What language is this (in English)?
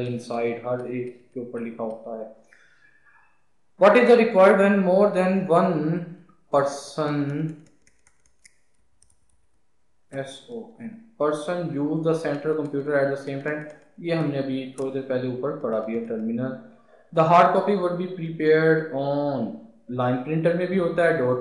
Hindi